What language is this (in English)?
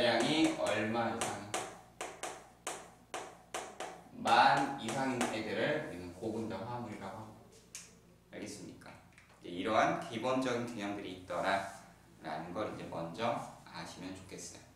Korean